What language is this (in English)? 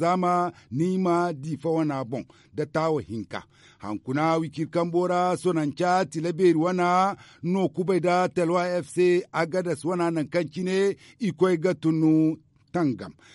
Zarma